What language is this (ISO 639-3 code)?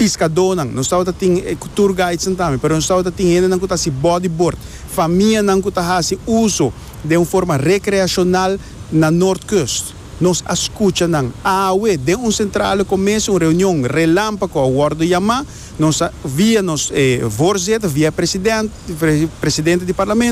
pap